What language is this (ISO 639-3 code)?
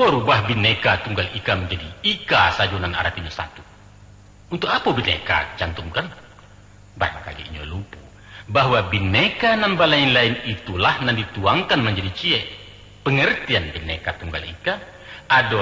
min